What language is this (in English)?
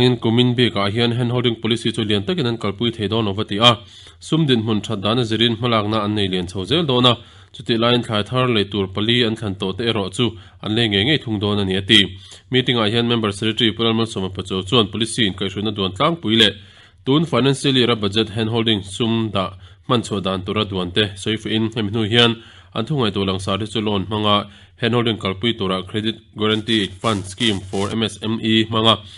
Mizo